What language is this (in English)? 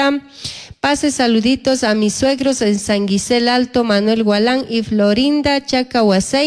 Chimborazo Highland Quichua